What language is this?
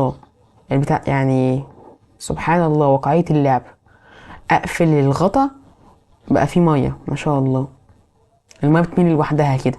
Egyptian Arabic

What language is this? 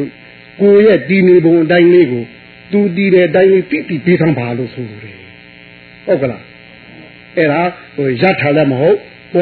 Burmese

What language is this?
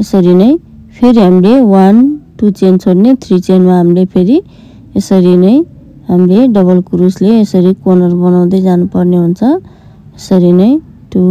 Nepali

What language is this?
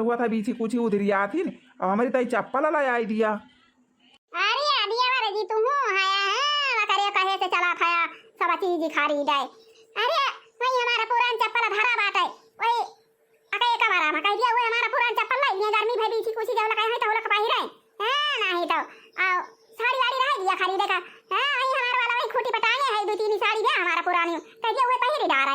Awadhi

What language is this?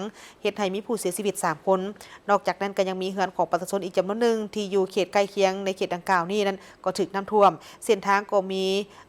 Lao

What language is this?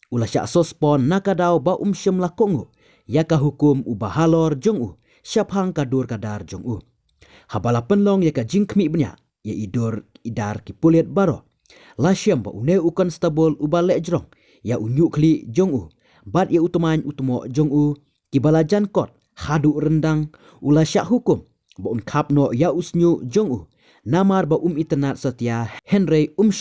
Khasi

